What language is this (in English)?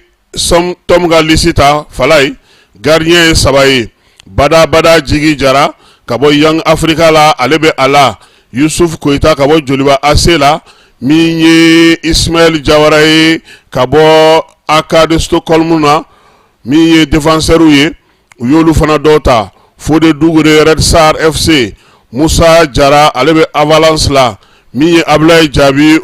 Bambara